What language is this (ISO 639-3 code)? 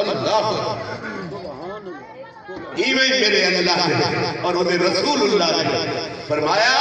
skr